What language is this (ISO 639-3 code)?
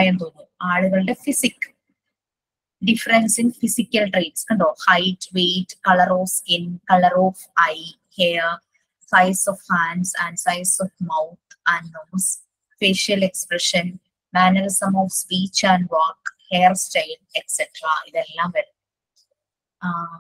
mal